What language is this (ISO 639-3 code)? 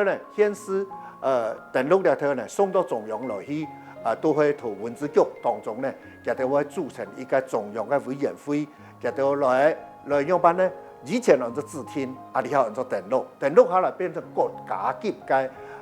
hak